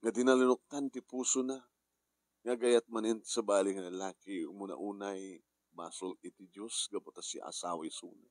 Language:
Iloko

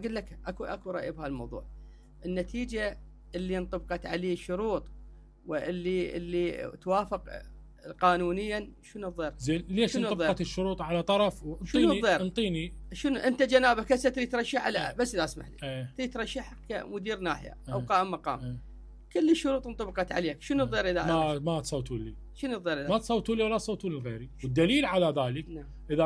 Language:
Mesopotamian Arabic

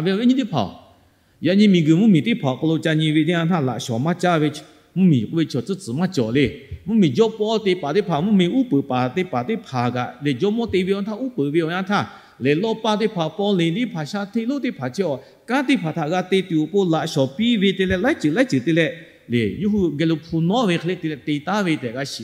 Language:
Lahu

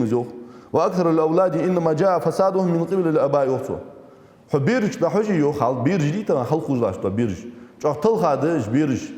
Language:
Ingush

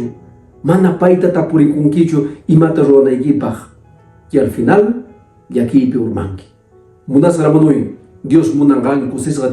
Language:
Quechua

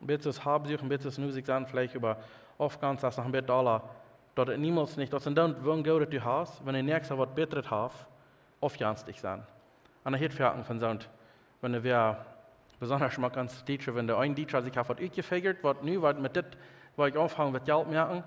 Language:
Plautdietsch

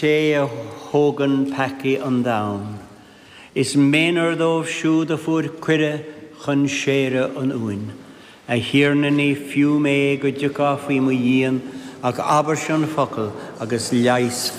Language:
Irish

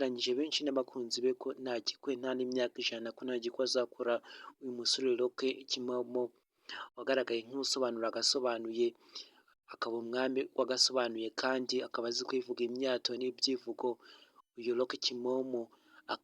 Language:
Kinyarwanda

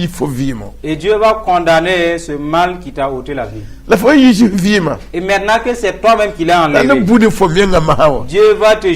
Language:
Mossi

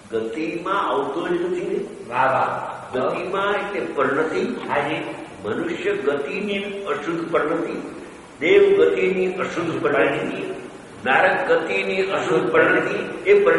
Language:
Gujarati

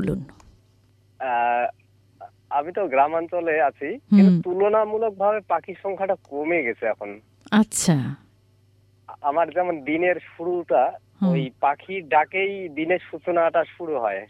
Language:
Bangla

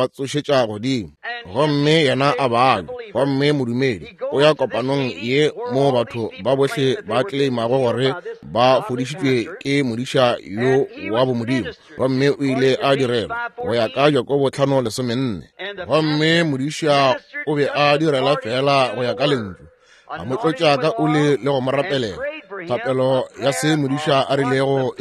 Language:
Northern Sotho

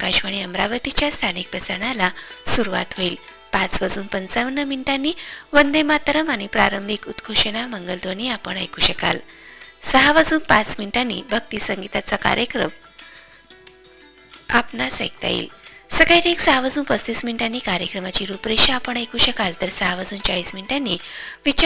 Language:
Marathi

